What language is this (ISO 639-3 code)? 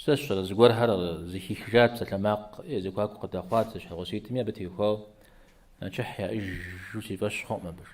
kbd